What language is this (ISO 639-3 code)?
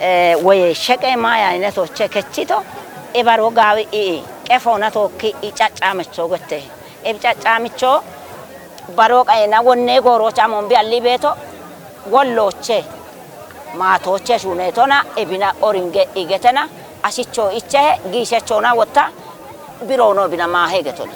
kbr